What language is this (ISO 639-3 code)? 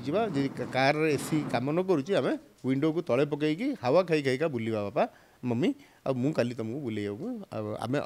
ori